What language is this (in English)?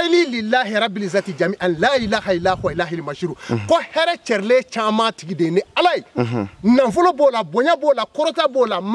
Bambara